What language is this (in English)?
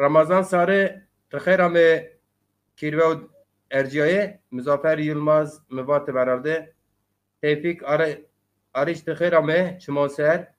Zaza